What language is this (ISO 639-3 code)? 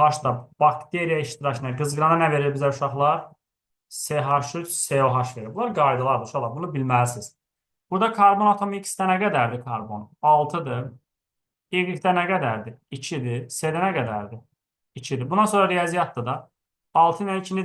aze